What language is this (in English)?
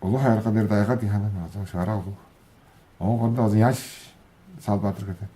Tuvinian